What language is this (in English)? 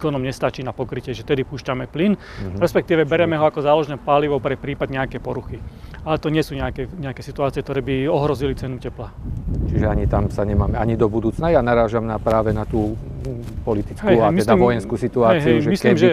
Slovak